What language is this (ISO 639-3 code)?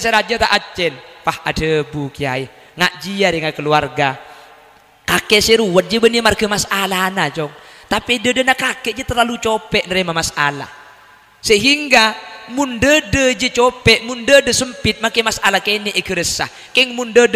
mad